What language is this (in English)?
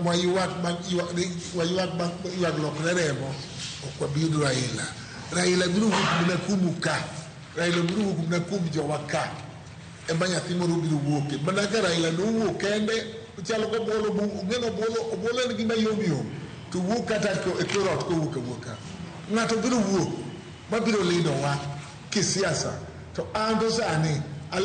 Luo (Kenya and Tanzania)